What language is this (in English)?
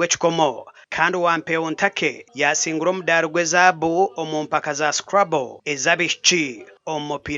Nyankole